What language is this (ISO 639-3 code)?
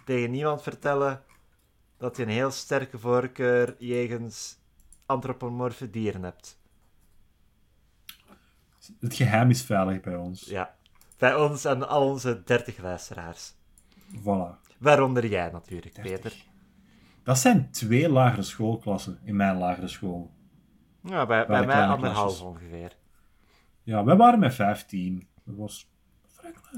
nld